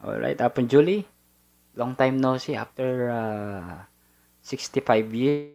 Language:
Pampanga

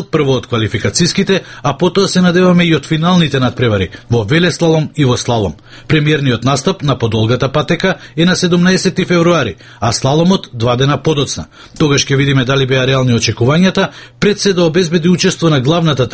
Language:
Macedonian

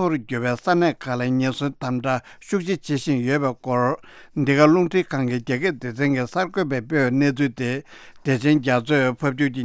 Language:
Tibetan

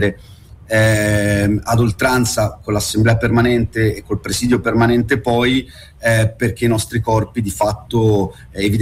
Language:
Italian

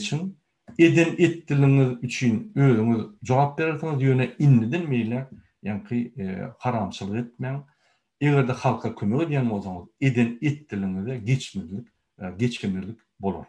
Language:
Turkmen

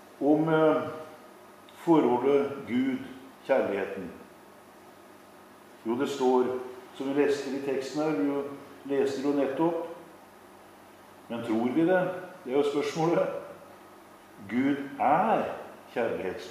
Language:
Norwegian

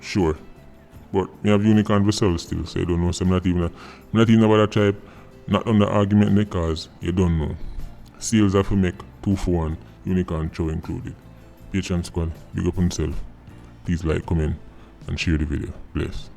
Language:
Jamaican Creole English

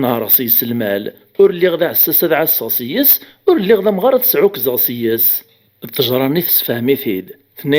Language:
Kabyle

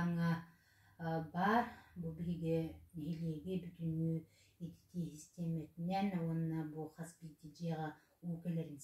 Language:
Yakut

